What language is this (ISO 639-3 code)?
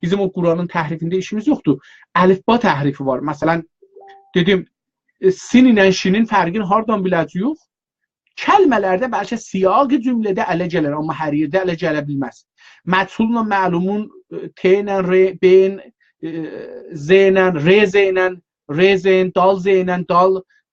azb